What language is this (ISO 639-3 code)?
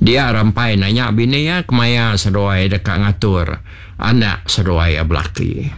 iba